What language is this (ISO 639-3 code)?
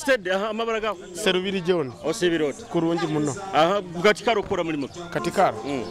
nyo